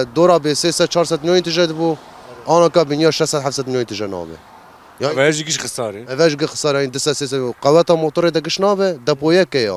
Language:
Kurdish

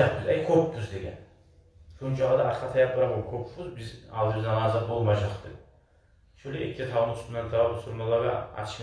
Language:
Kumyk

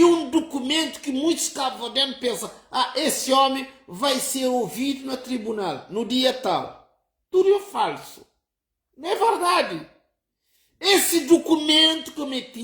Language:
Kabuverdianu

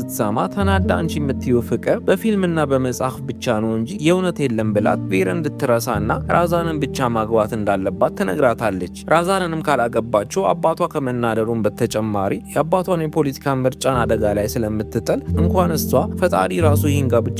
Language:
Amharic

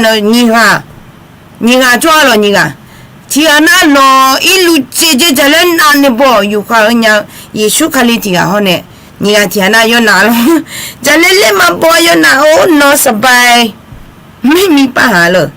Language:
Akha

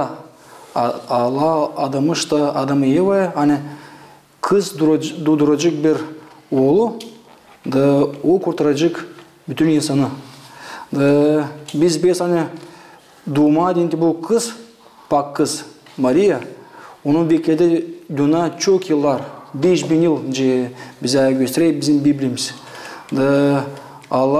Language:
Gagauz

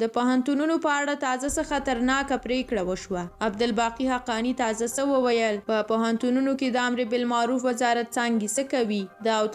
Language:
Pashto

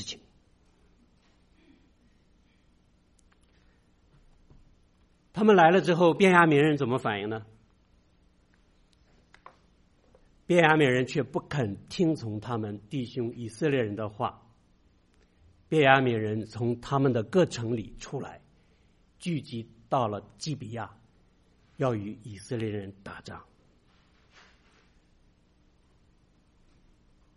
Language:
Chinese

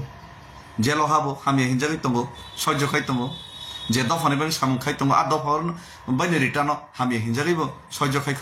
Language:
Kok Borok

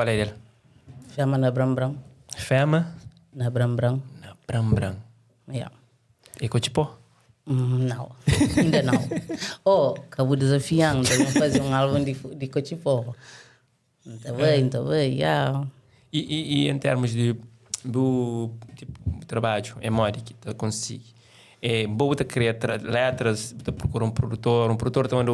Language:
Kabuverdianu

